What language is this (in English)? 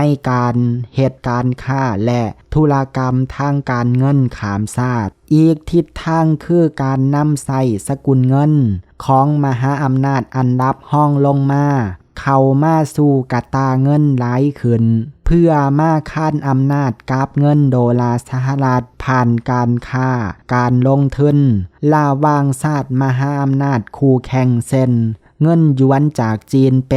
Lao